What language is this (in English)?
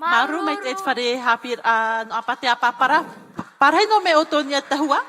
Tahitian